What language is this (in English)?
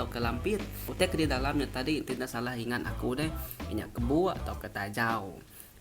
Iban